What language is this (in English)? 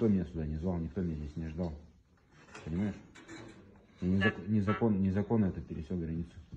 Russian